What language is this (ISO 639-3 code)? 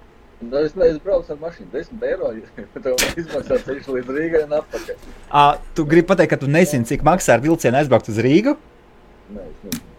lav